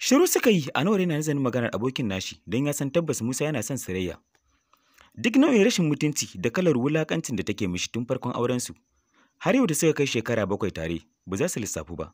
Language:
Hausa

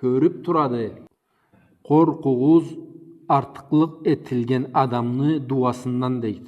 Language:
Karachay-Balkar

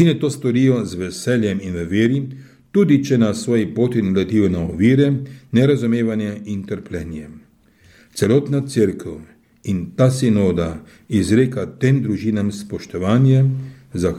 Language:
Slovenian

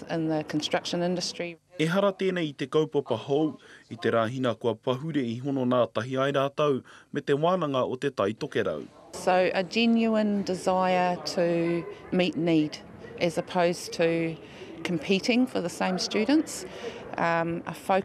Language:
Māori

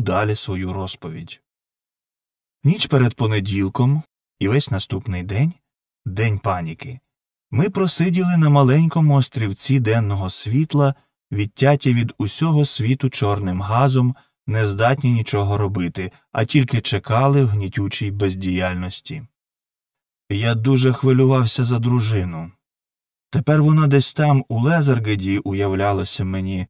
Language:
Ukrainian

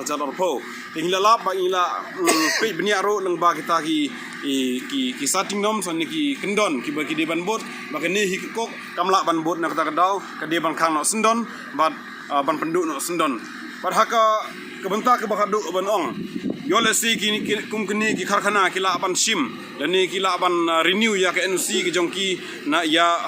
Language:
Khasi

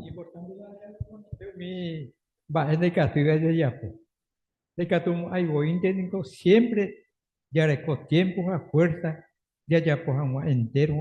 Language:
Guarani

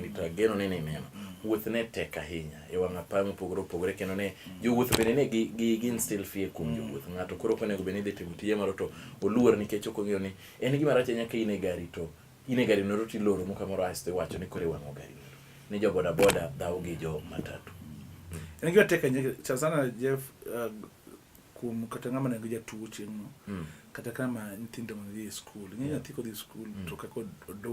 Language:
Luo (Kenya and Tanzania)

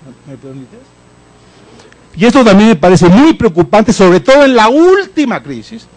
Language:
Spanish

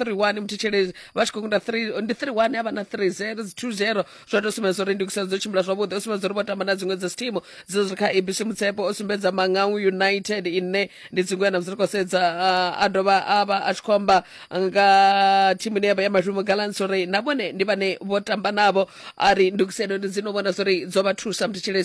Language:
Venda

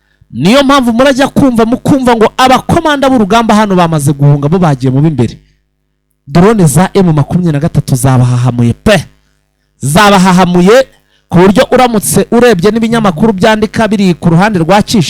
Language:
Kinyarwanda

